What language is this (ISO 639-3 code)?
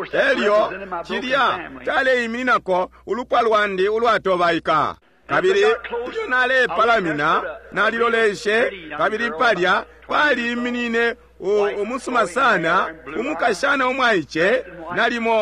bem